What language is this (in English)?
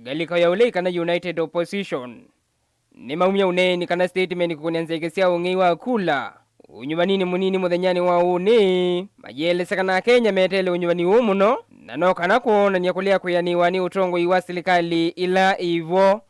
Kamba